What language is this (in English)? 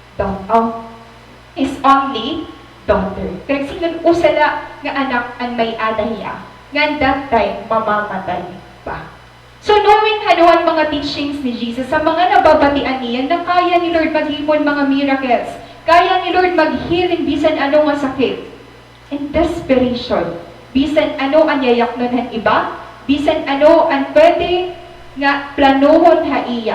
Waray